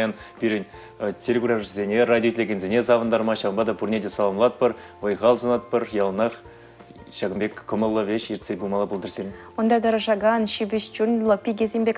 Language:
Chuvash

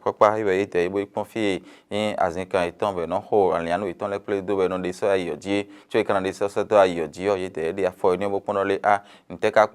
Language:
Fon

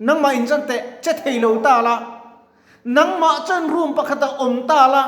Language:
Mizo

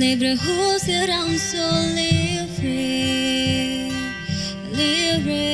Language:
Tetum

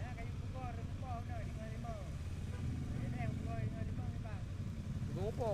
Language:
Achinese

